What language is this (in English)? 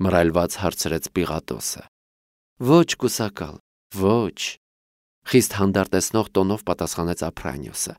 Armenian